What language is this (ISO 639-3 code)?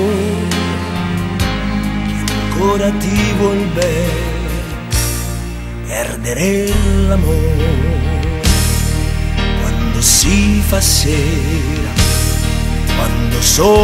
ita